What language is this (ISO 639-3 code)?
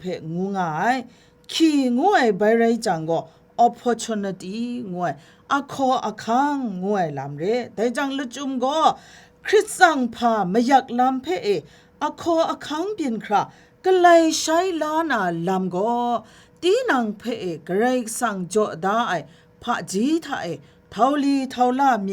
kac